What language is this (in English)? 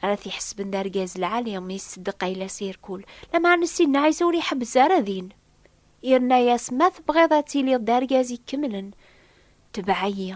Kabyle